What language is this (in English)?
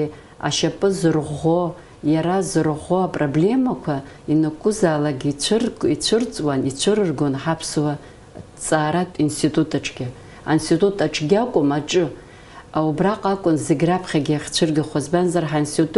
Abkhazian